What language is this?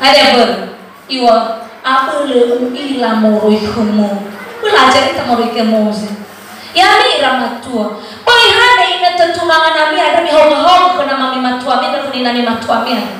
Nias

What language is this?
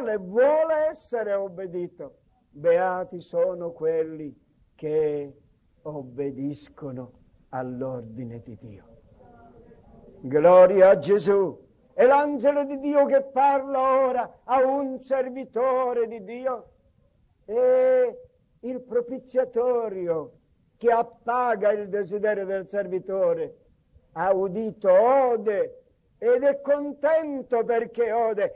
Italian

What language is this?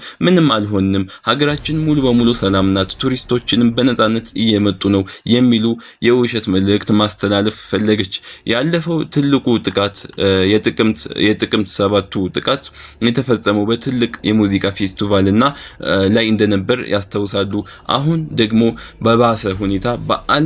Amharic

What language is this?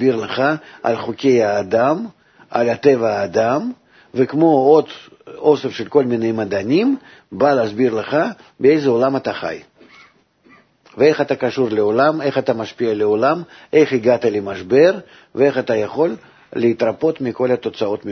Hebrew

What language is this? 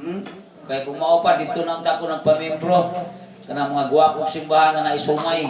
Cebuano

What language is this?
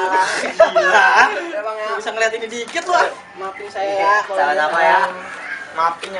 Betawi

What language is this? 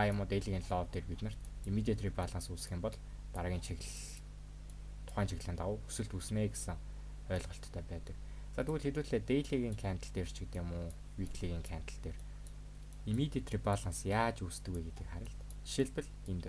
Mongolian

